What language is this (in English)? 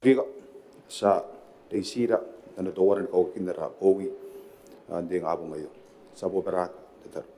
Gilbertese